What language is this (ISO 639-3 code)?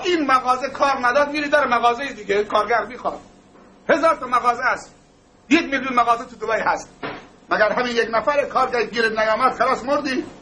fas